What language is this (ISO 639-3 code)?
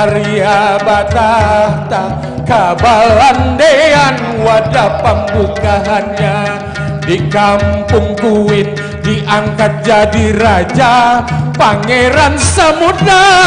bjn